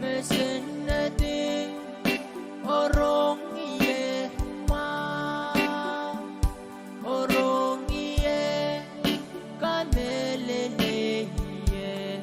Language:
Pohnpeian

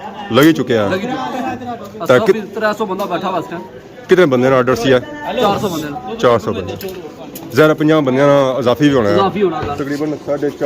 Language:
Pahari-Potwari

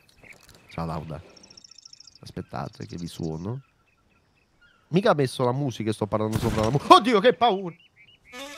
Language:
Italian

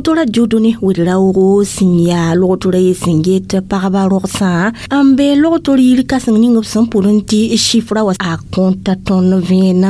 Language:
Mossi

